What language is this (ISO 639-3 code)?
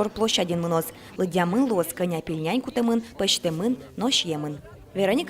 udm